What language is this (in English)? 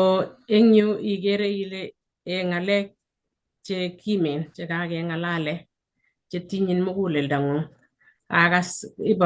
Kalenjin